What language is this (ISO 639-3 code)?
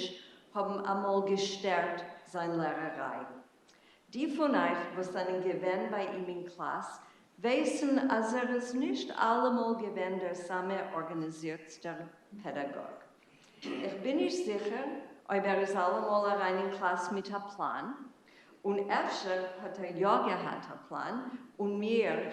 yid